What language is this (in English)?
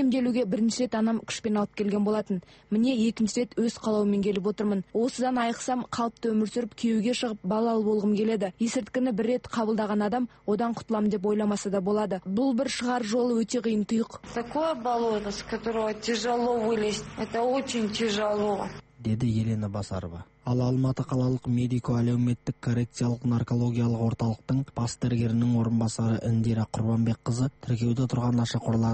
Kazakh